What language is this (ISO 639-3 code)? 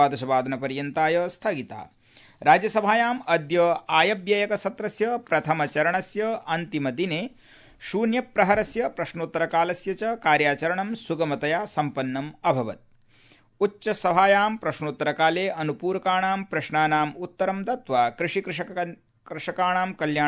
san